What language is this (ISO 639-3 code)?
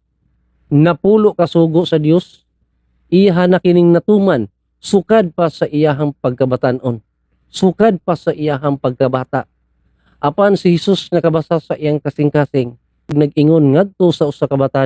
ceb